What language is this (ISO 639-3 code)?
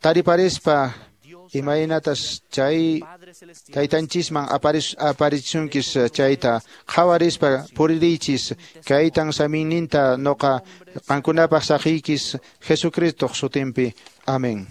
que